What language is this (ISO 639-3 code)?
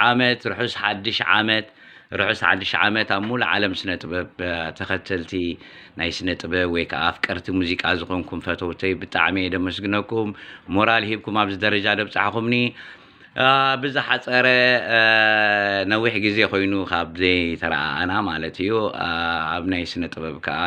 tir